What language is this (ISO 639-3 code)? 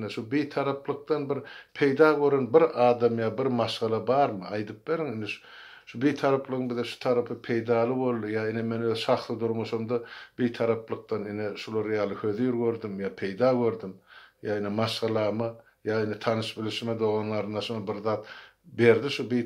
tuk